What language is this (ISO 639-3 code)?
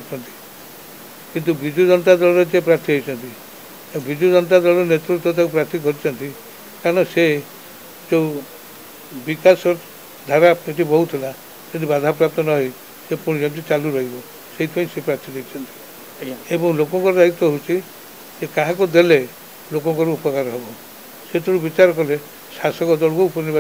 ori